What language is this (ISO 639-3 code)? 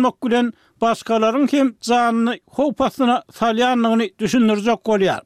tuk